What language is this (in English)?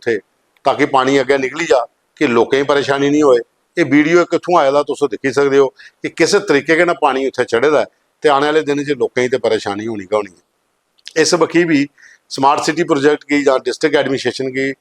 Dogri